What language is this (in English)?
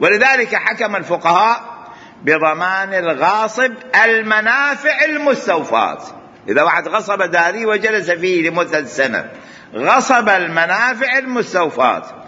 Mesopotamian Arabic